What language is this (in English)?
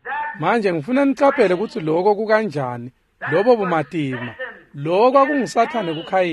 Swati